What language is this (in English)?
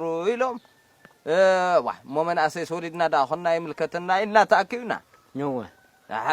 Tigrinya